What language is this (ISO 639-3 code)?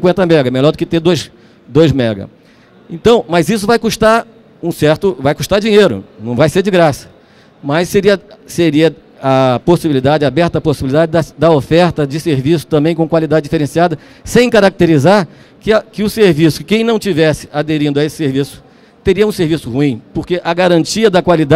por